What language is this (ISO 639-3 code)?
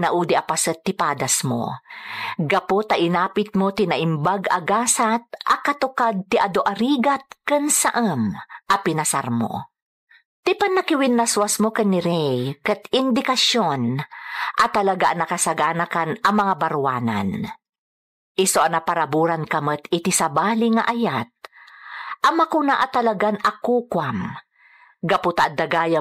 ilo